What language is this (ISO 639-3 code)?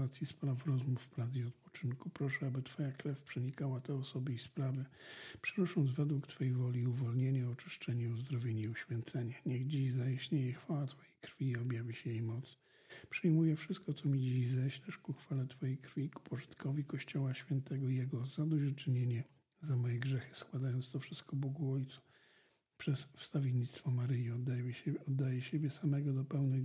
pol